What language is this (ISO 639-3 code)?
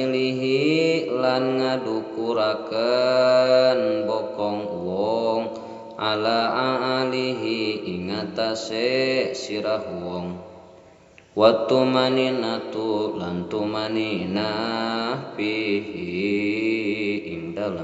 sun